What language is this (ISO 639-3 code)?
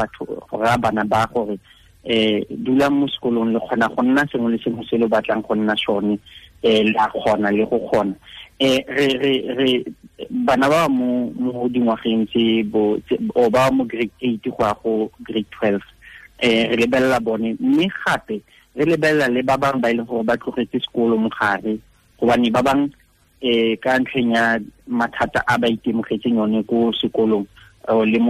tsn